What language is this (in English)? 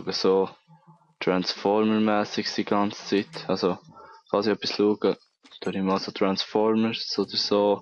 Swiss German